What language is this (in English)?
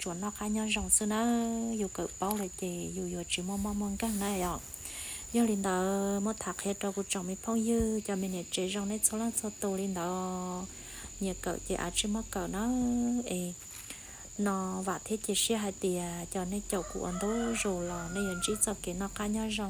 Hmong